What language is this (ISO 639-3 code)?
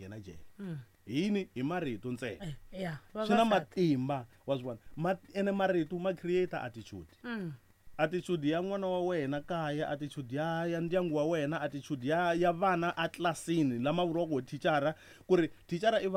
tso